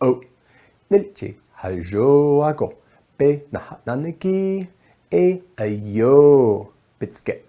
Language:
Navajo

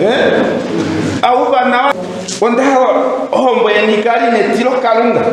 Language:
Ndonga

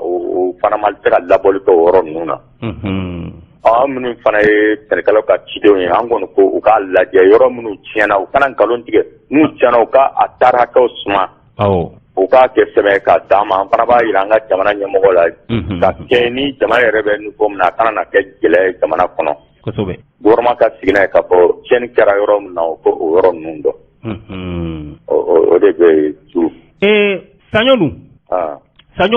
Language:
Bambara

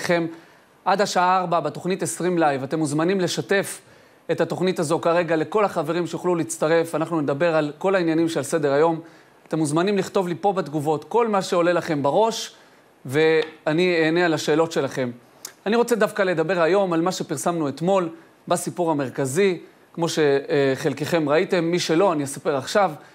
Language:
Hebrew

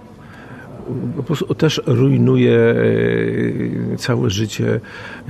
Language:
Polish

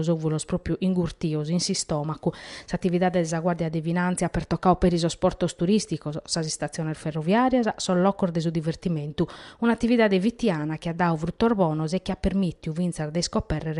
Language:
Sardinian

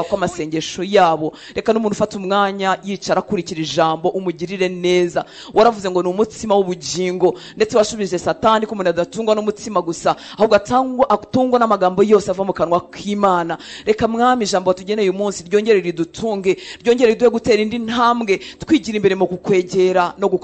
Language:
Kinyarwanda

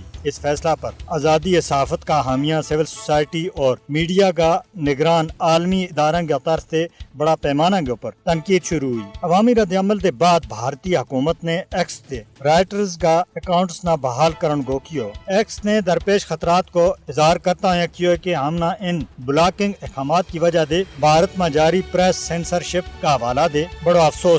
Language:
Gujari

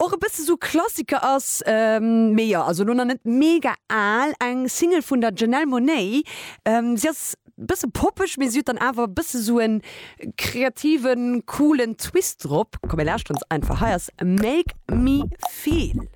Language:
Luxembourgish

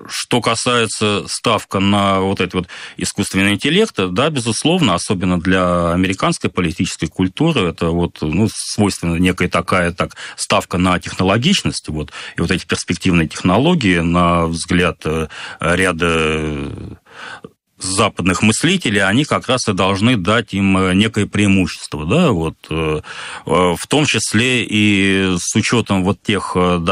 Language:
Russian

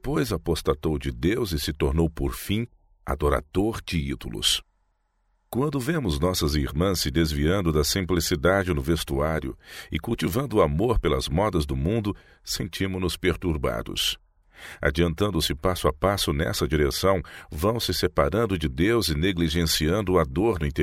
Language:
Portuguese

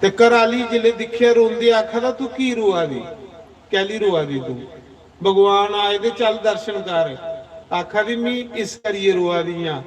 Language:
Dogri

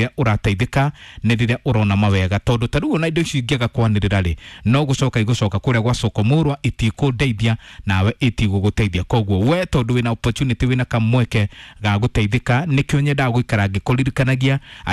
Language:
Kikuyu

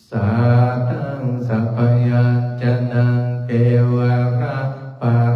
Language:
Pali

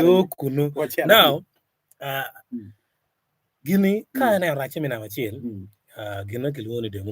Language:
Acoli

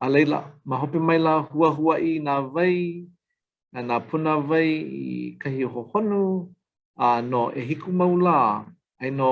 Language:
Hawaiian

